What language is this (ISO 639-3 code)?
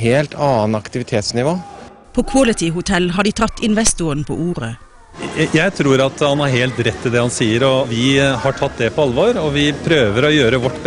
nor